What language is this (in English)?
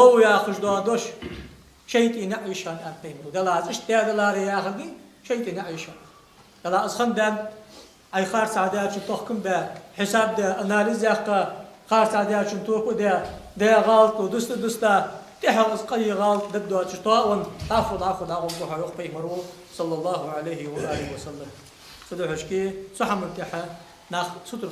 Ingush